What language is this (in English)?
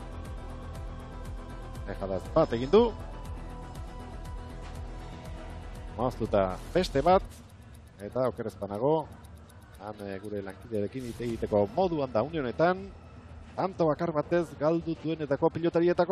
Basque